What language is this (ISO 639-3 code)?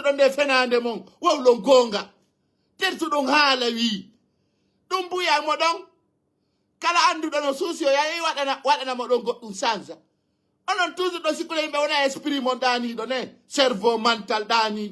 ful